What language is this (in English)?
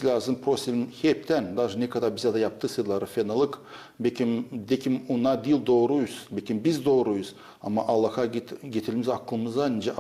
Gagauz